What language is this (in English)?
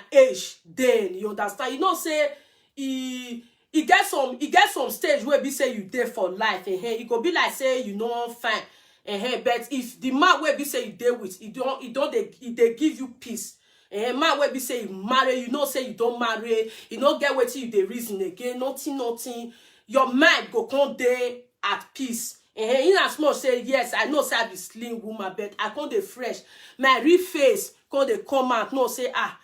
Nigerian Pidgin